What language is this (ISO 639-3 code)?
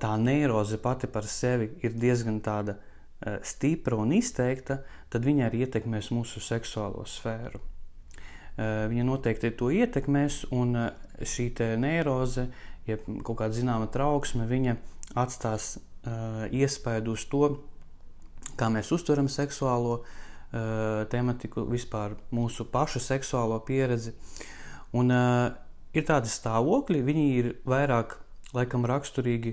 lav